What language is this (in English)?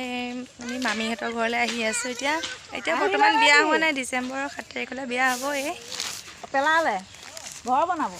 Assamese